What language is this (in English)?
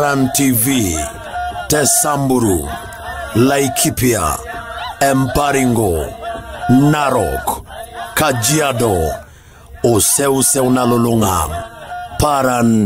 Masai